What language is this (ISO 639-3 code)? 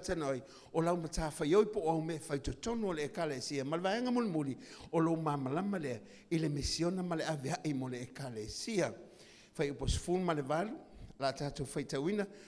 smo